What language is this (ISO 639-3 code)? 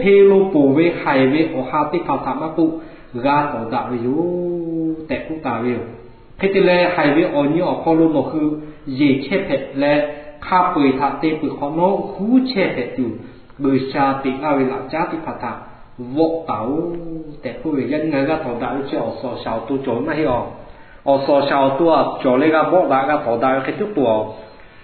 lhu